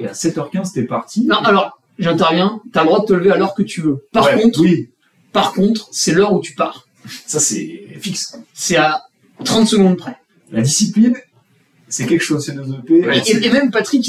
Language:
French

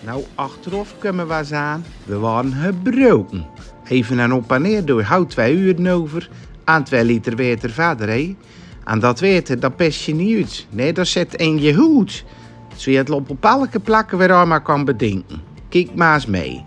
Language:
Zeelandic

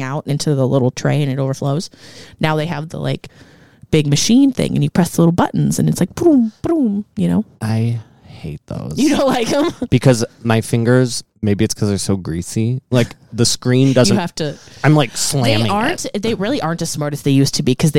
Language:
English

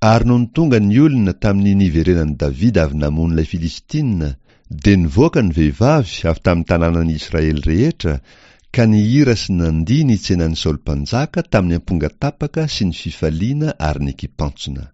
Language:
Malagasy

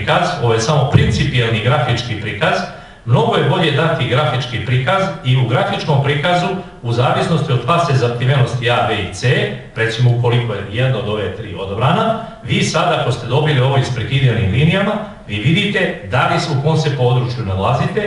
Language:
Serbian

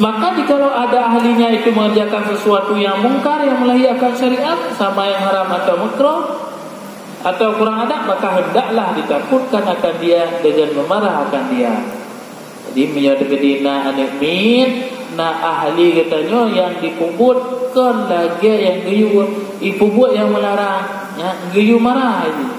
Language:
Achinese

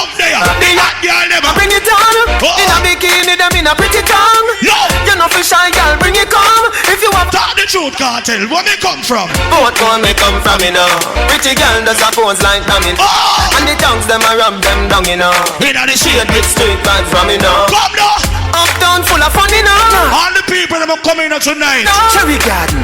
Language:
Jamaican Creole English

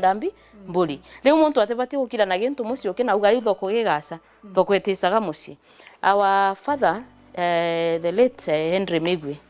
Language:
Meru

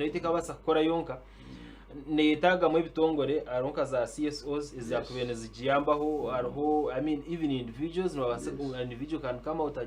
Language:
Nyankole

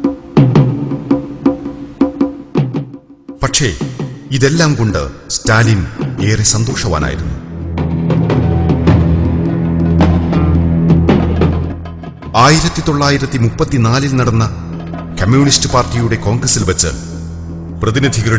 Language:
Malayalam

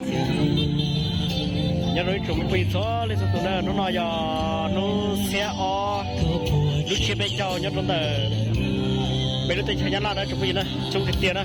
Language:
Hmong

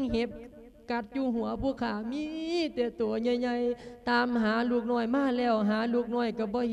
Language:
Lao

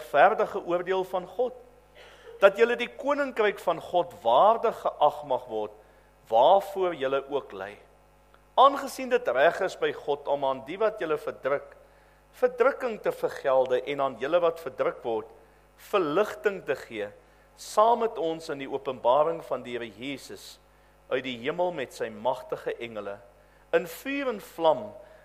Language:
Afrikaans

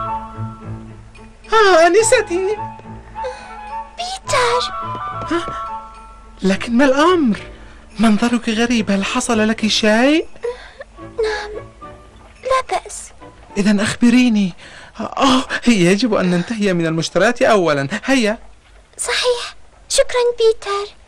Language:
Arabic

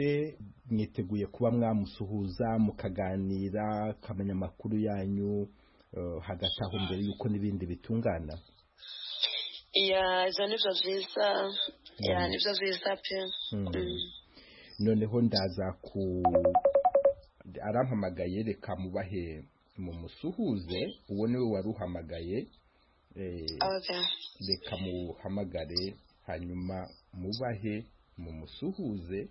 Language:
Kinyarwanda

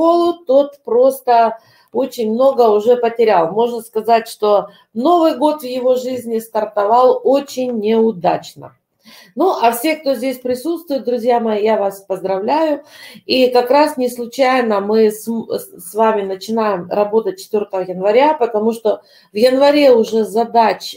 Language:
Russian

